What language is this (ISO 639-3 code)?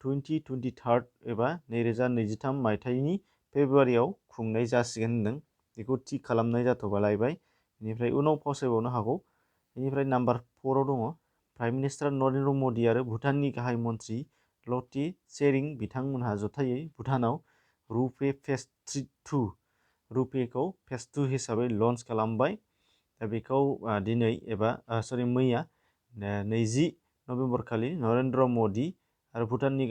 brx